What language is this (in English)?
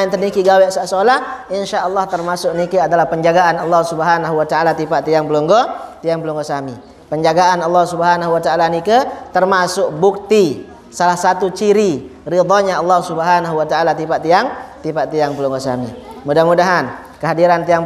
Sasak